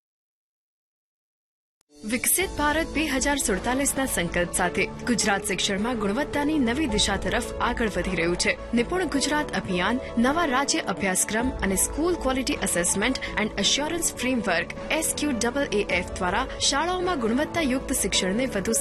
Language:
Gujarati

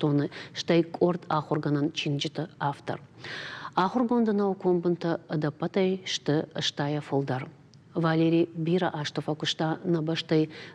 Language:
Ossetic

